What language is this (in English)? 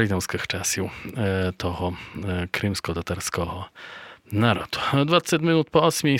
Rusyn